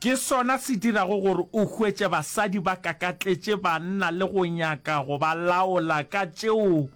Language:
Northern Sotho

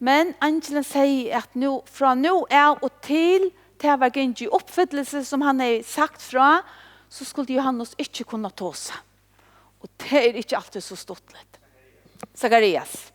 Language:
Faroese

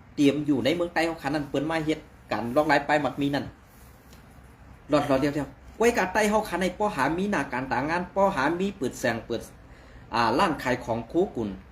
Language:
Shan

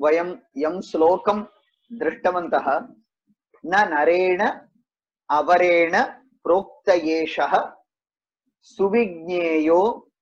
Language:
Sanskrit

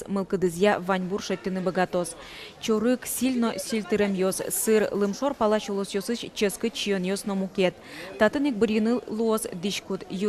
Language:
Udmurt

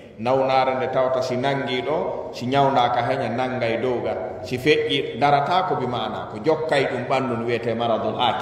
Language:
Fula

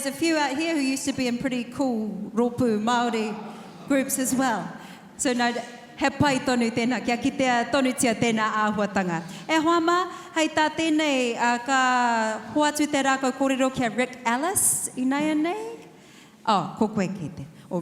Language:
Māori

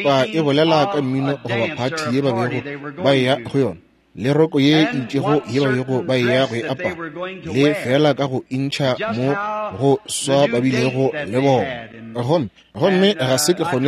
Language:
Northern Sotho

